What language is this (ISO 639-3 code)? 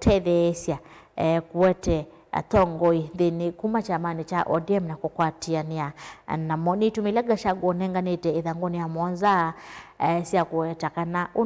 kam